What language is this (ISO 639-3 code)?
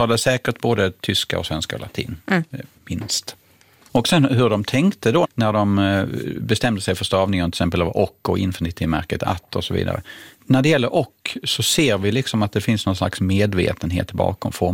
swe